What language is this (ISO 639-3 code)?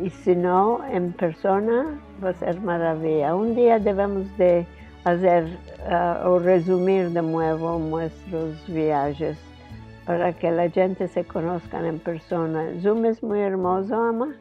lad